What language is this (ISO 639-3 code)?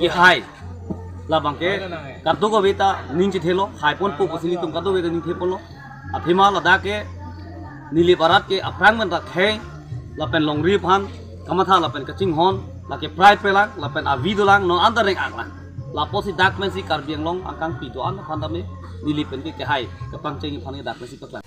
mjw